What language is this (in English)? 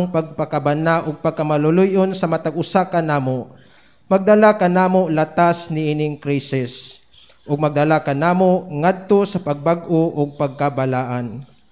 Cebuano